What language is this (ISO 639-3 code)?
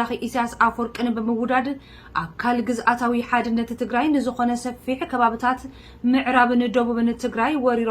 tir